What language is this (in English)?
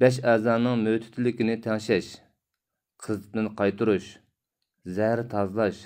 Uyghur